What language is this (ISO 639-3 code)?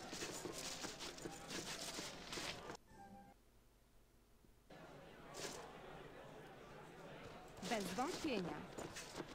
pol